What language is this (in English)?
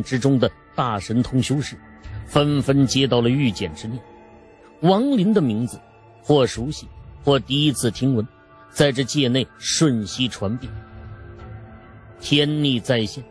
Chinese